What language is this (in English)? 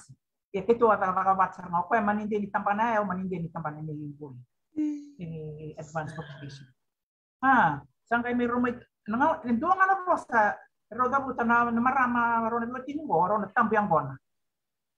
Fijian